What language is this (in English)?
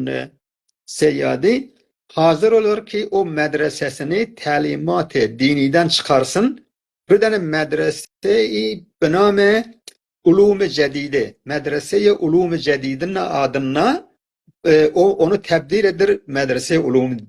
South Azerbaijani